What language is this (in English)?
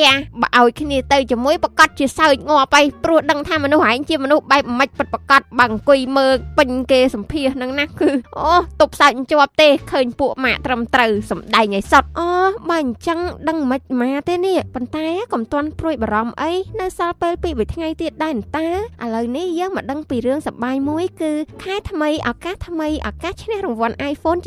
Khmer